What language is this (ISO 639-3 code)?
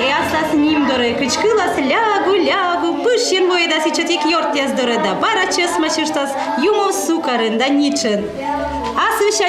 kom